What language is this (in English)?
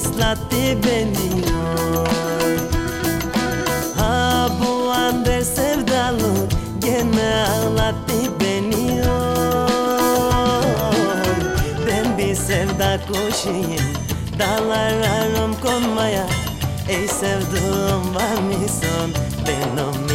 Turkish